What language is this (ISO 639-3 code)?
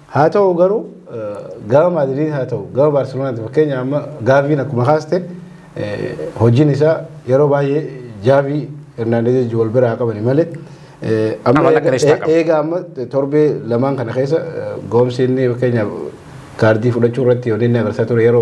orm